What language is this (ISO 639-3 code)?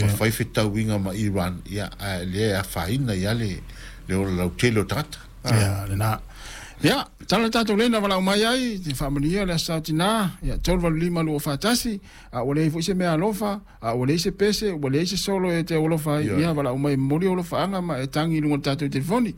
smo